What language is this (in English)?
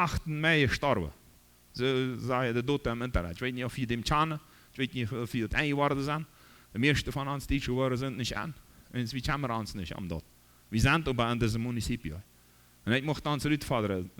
Plautdietsch